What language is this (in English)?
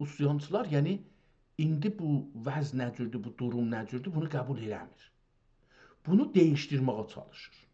South Azerbaijani